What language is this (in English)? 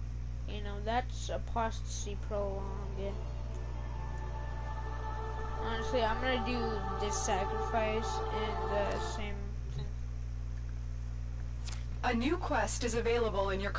English